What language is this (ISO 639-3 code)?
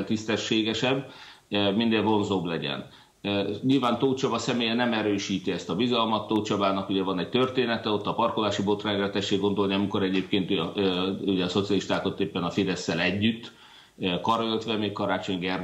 hun